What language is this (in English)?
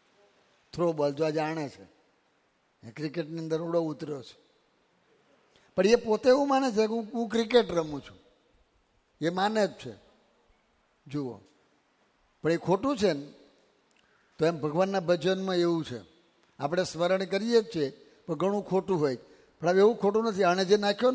Gujarati